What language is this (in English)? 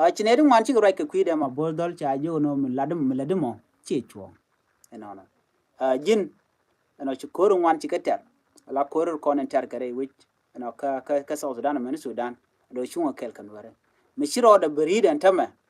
Nuer